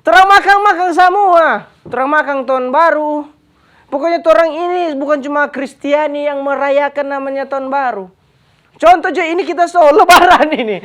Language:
Manado Malay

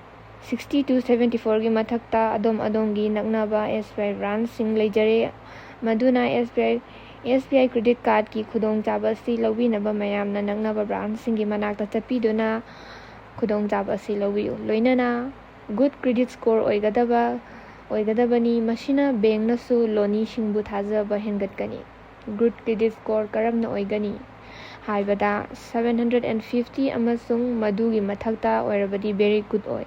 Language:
Manipuri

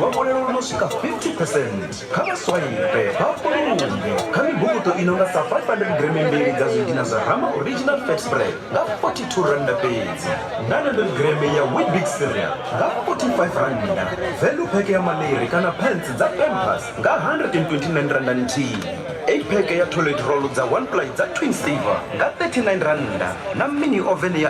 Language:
Venda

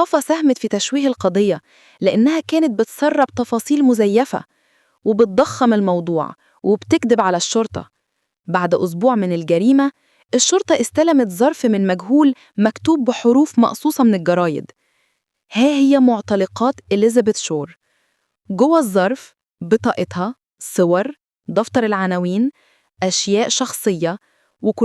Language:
Egyptian Arabic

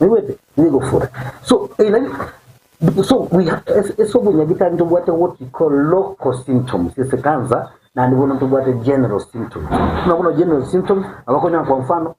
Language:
Gusii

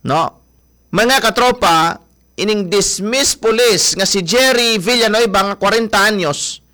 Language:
Hiligaynon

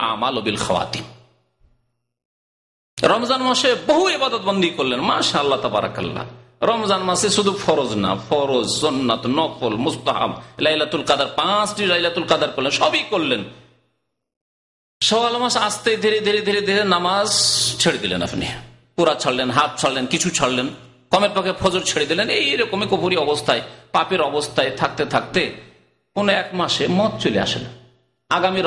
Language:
Bangla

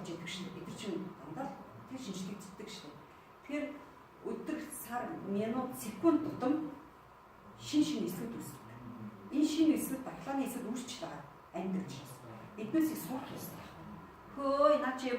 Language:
Mongolian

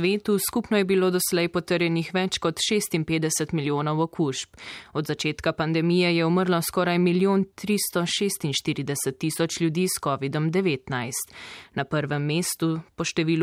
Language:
Slovenian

